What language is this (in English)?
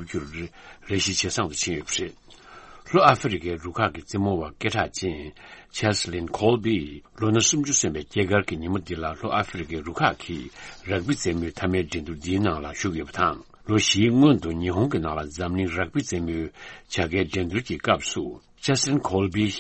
Tibetan